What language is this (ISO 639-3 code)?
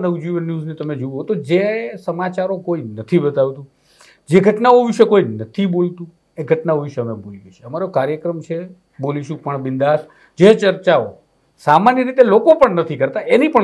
guj